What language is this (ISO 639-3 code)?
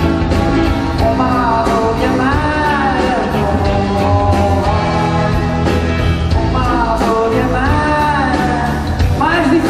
por